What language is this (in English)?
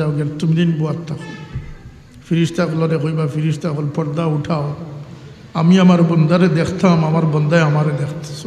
Sylheti